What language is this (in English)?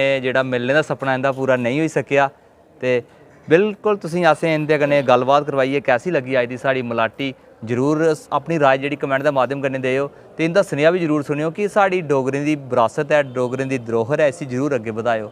Dogri